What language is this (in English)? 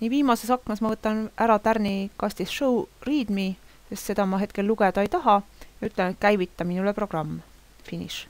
Estonian